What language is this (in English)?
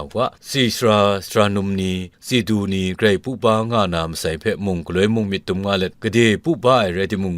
Kachin